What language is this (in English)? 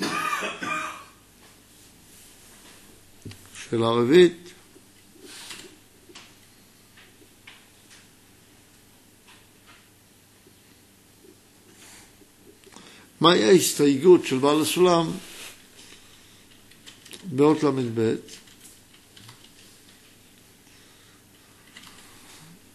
Hebrew